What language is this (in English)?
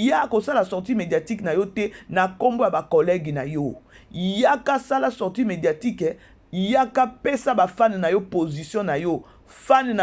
Lingala